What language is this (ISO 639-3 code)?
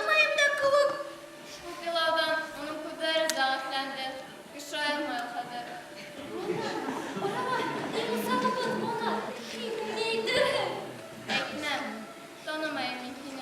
bak